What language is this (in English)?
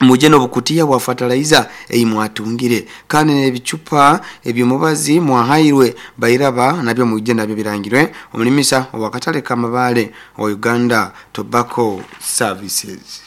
Nyoro